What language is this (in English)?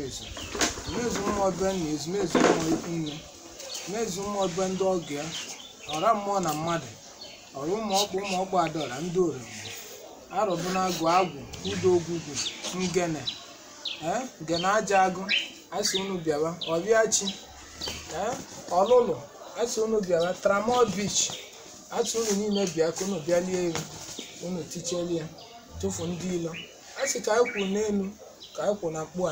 Igbo